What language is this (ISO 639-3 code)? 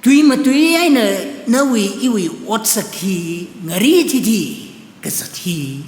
nmf